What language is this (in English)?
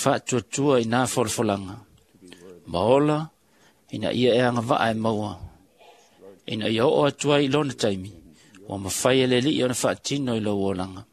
Samoan